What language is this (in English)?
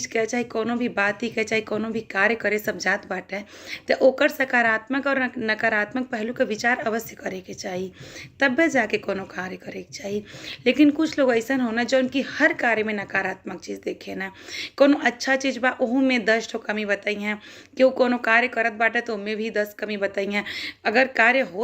Bhojpuri